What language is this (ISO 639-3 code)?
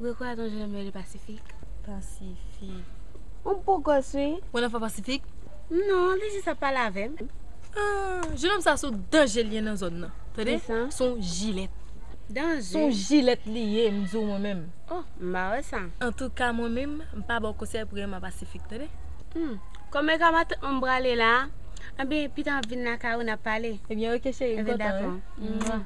hat